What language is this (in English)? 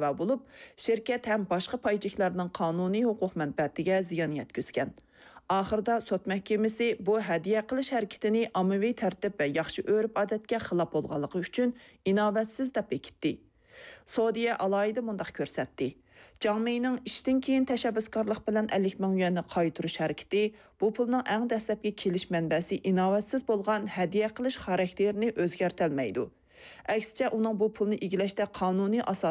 Uyghur